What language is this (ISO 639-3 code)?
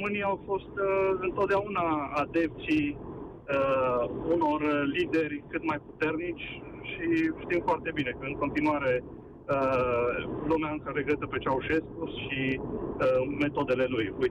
ron